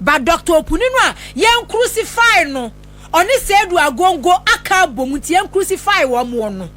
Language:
Akan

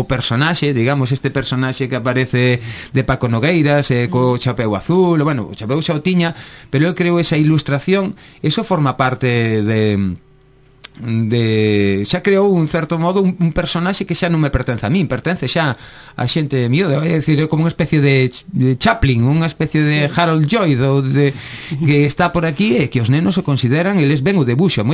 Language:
Galician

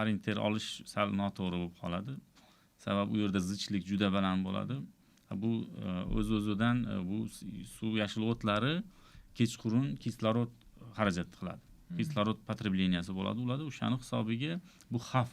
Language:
Uzbek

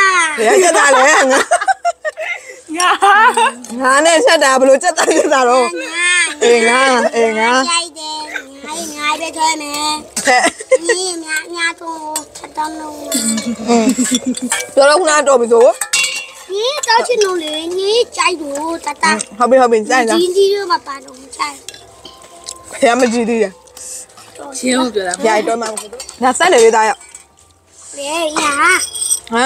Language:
Burmese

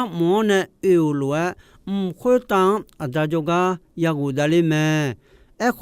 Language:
Akha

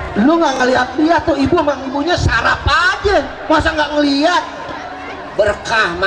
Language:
Betawi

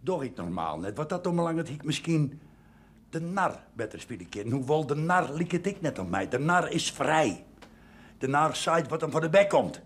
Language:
Western Frisian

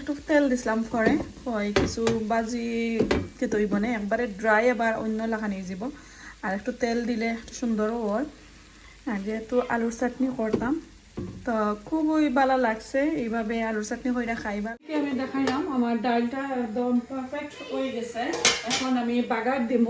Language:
Sylheti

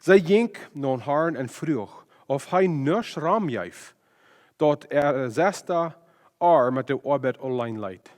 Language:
Plautdietsch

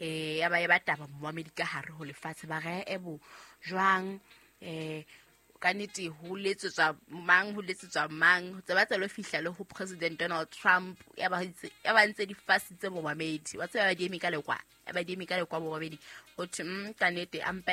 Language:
Southern Sotho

